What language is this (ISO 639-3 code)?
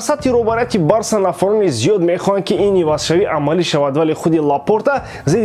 tgk